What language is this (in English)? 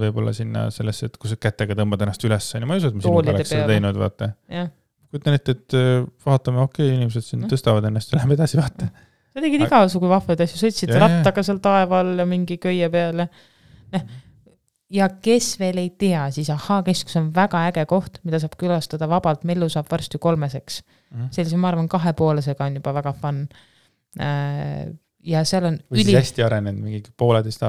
Estonian